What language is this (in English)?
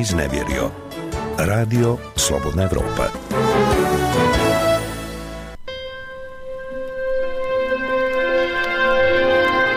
Bosnian